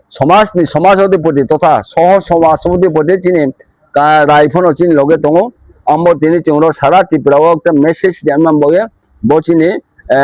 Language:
Riang (India)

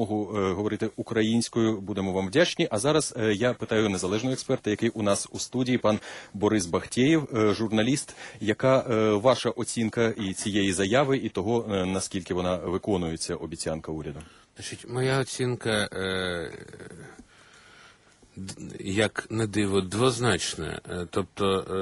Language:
Ukrainian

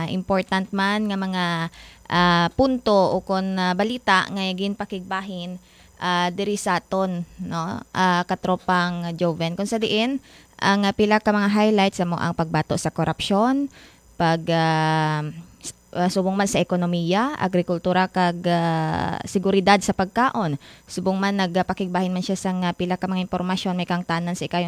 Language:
Hiligaynon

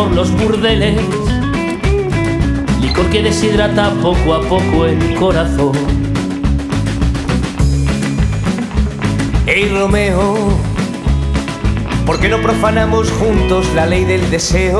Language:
Spanish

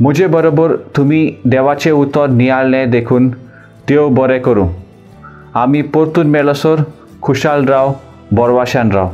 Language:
Konkani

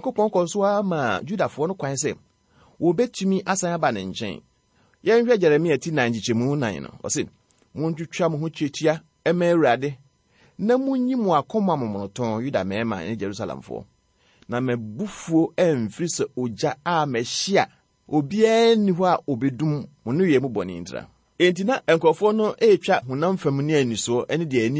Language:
Akan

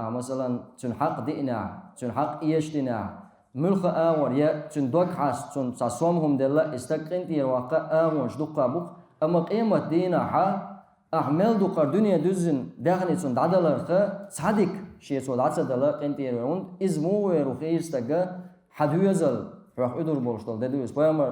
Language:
Chechen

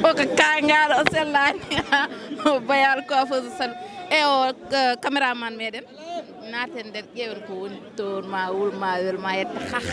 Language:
Fula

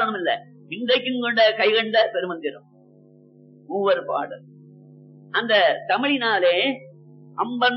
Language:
Tamil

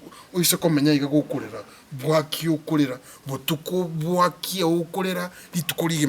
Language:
Gusii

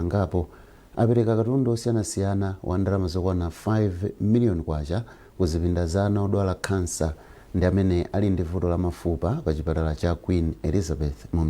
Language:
Nyanja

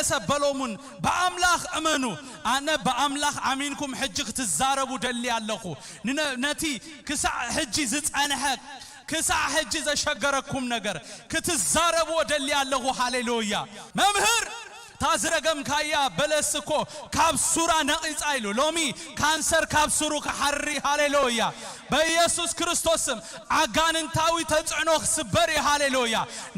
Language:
Tigrinya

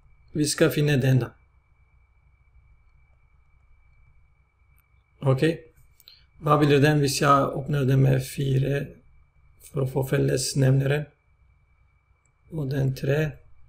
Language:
Norwegian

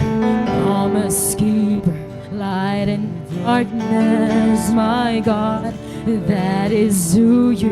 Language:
Waray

